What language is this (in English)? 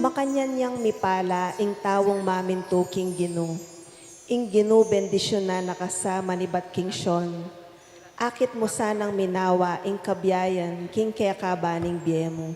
Pampanga